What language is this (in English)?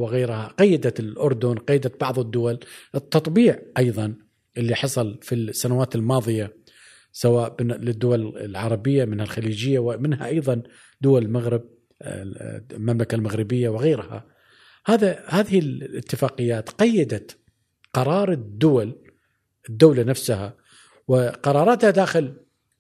Gulf Arabic